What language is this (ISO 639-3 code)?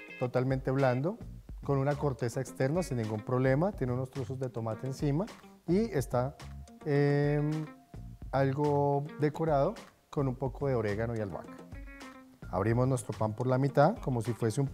spa